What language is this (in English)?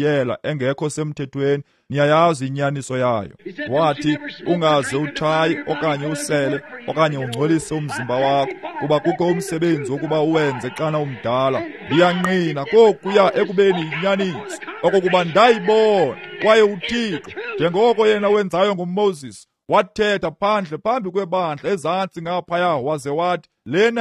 Xhosa